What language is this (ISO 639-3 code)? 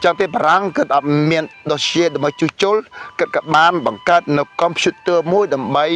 khm